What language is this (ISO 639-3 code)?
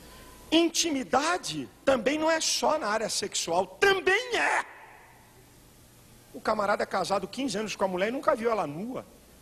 por